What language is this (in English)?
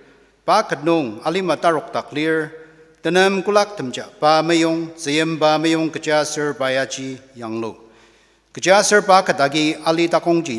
Ao Naga